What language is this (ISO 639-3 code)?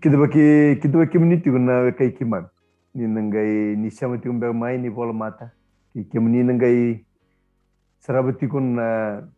fij